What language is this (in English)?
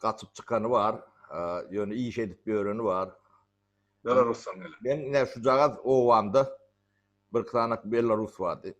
Turkmen